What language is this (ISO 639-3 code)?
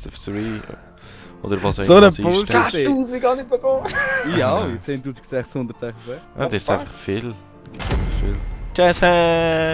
gsw